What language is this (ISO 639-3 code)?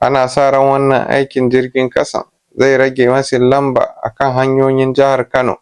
hau